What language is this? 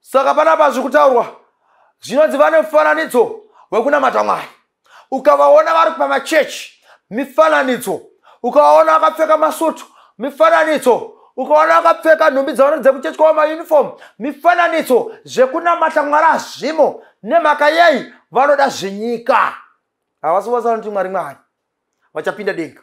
Shona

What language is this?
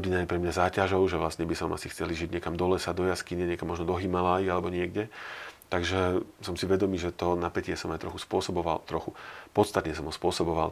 Slovak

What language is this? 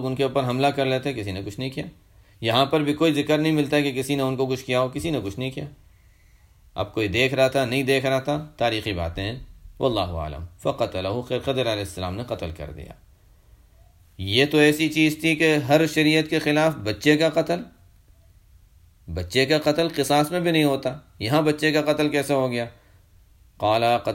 Urdu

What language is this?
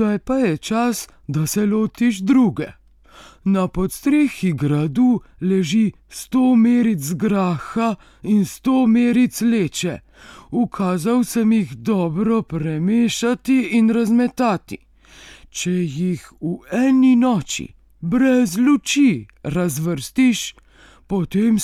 Slovenian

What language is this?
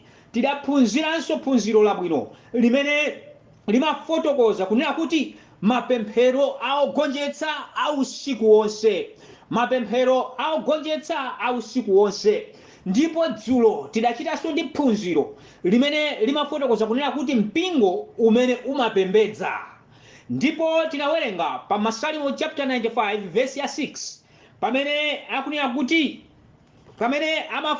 Nyanja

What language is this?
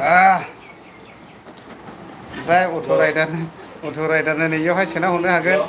Bodo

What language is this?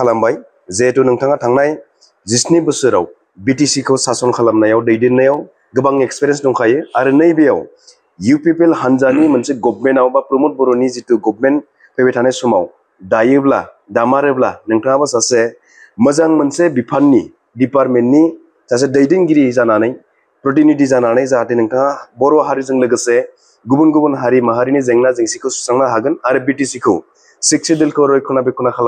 Bodo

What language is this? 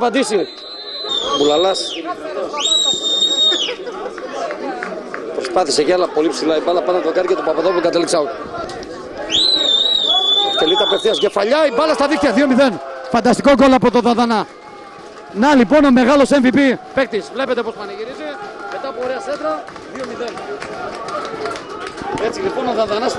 Greek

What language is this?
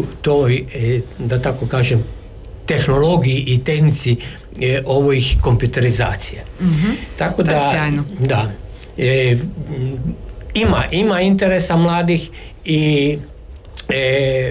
Croatian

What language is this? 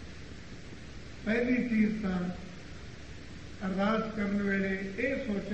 Punjabi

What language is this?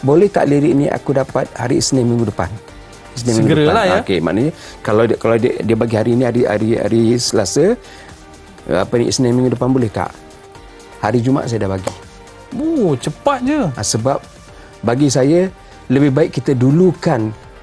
Malay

